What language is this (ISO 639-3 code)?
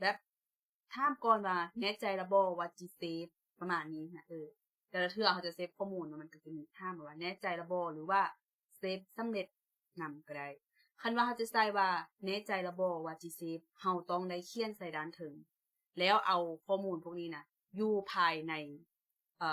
lao